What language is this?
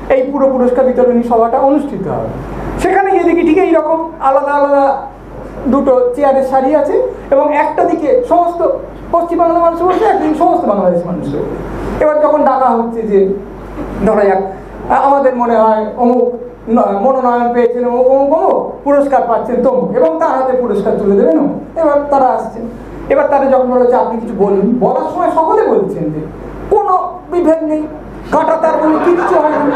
Bangla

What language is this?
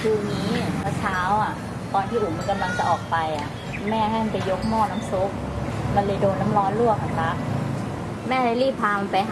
Thai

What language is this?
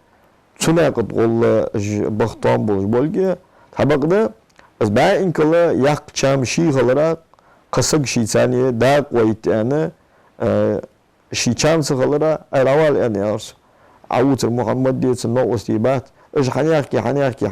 Ingush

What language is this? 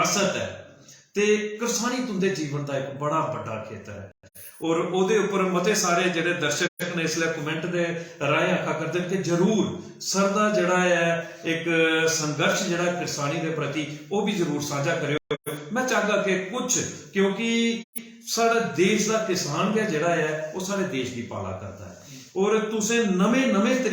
Dogri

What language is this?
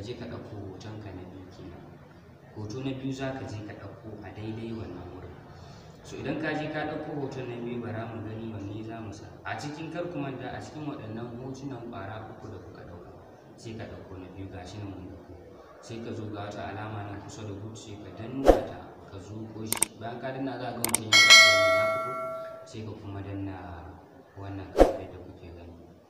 Hausa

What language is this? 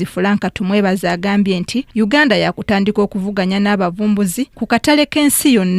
Ganda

